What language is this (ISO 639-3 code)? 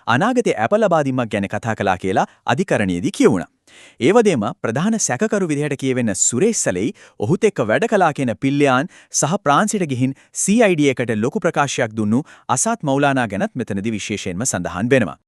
sin